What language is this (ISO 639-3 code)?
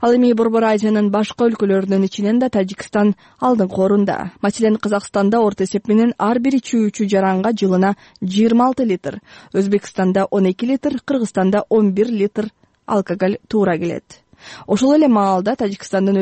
kir